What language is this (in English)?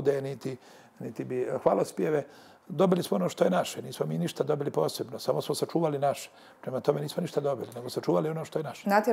Bosnian